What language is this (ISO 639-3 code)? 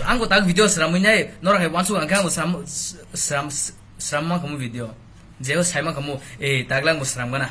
trp